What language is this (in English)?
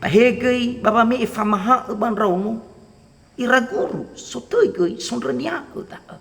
Nias